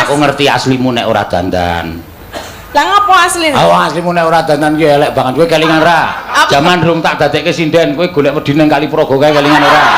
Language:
Javanese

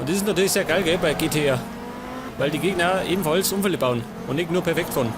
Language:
Bavarian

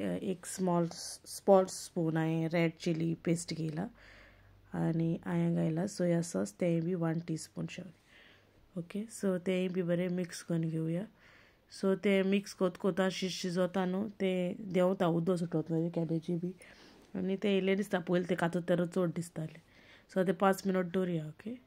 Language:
Konkani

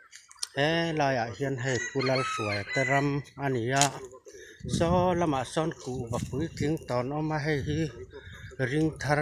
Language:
Mizo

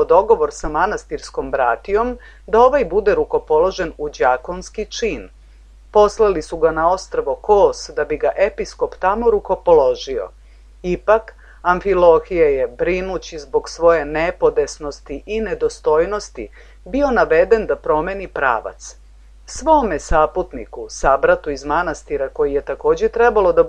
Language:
Serbian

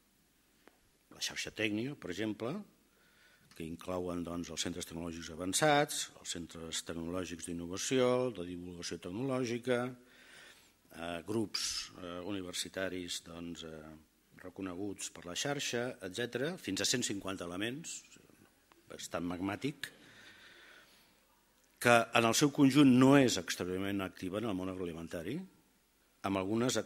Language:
Catalan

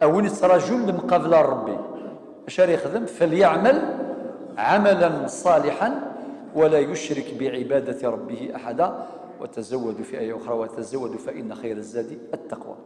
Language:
Kabyle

